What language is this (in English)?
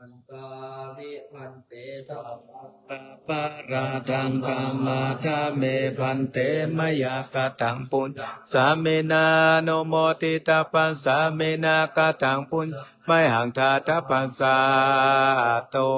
Pali